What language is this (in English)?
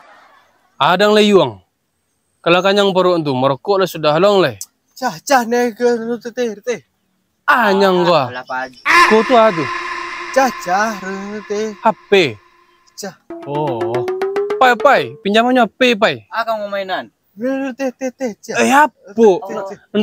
Minangkabau